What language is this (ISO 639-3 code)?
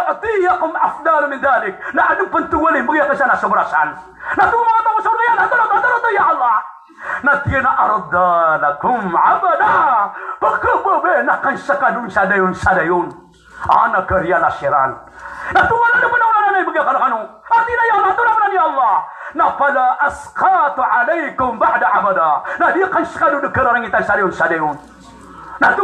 mrw